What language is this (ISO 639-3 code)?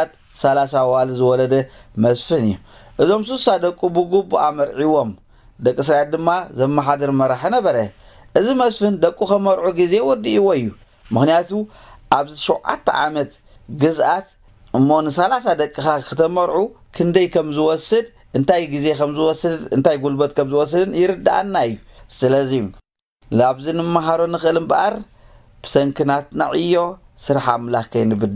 tir